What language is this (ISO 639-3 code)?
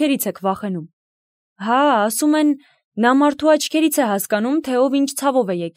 hye